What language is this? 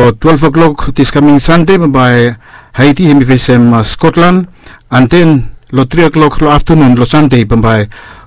Bislama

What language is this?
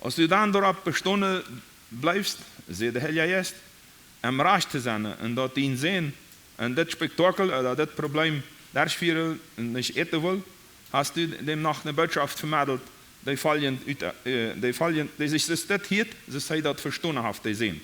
Plautdietsch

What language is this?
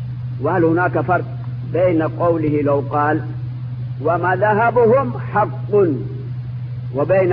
Arabic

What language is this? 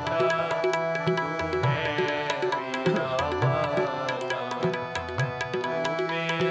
Punjabi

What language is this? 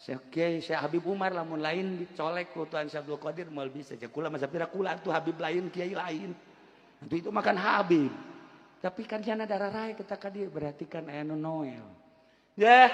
Sundanese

